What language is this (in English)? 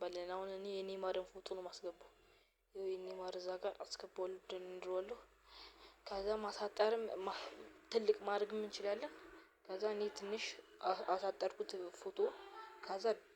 Amharic